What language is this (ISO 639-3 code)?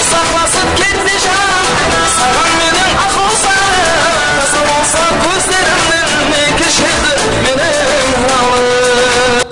kaa